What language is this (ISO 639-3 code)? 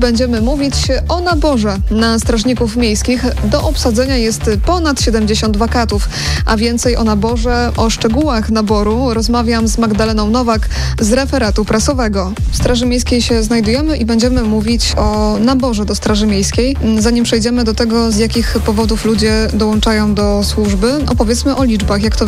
pol